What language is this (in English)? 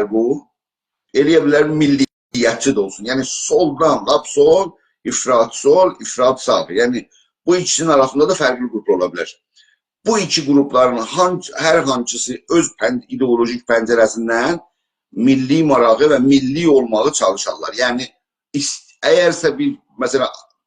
South Azerbaijani